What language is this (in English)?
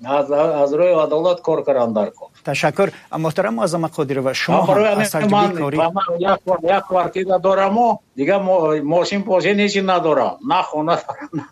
Tajik